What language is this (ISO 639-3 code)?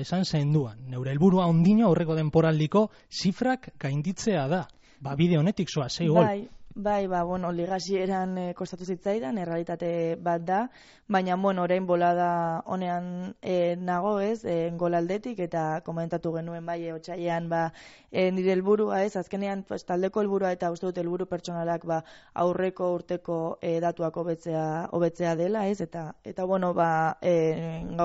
eus